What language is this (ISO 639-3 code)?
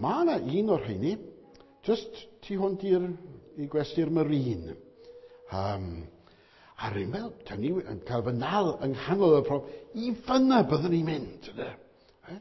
cym